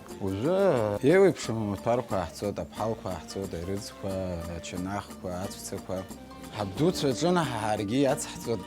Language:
Abkhazian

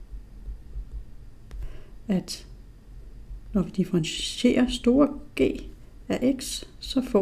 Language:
Danish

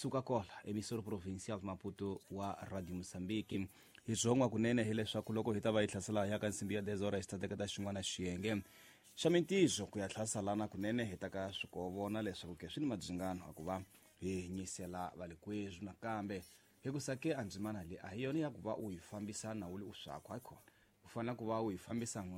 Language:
Tsonga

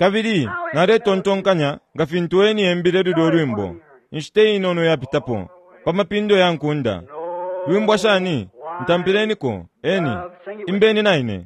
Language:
Bemba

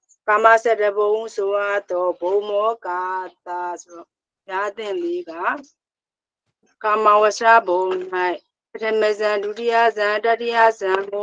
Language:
Burmese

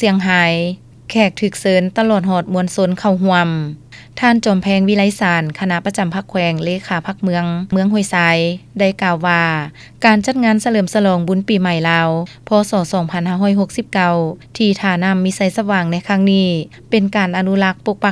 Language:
Lao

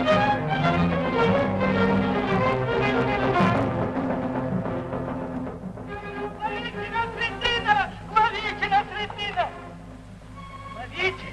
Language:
Russian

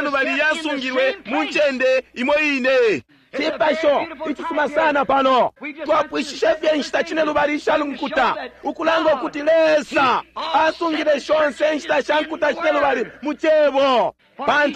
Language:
Bemba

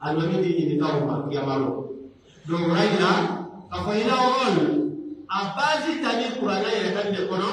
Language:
Pular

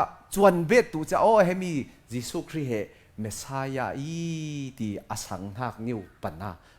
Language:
Falam Chin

